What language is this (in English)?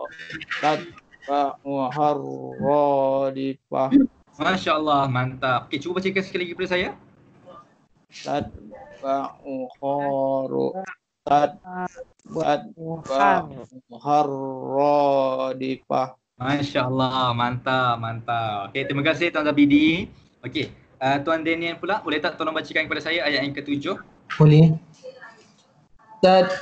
Malay